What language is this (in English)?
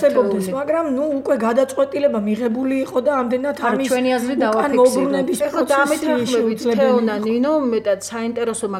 Georgian